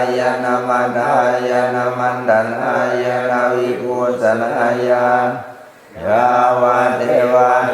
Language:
Pali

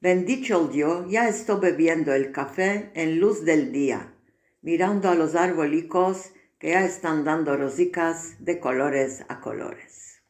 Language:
Ladino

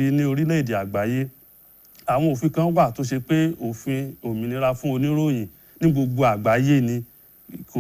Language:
Yoruba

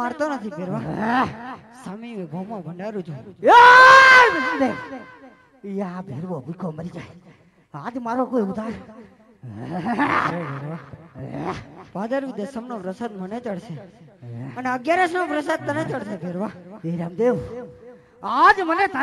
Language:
Gujarati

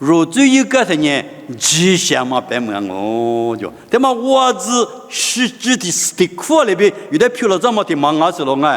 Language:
Lisu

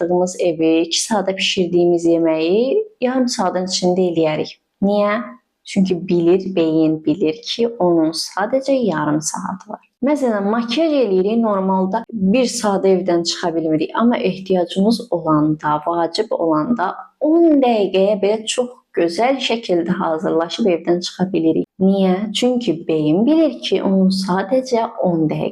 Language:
Azerbaijani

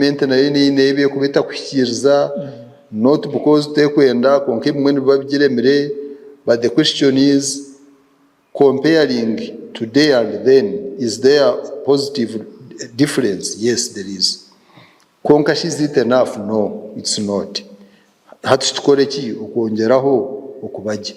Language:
Nyankole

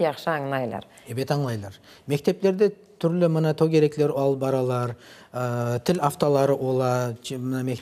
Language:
Crimean Tatar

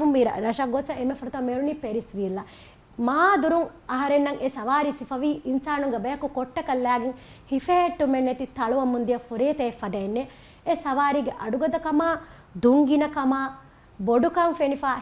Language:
Divehi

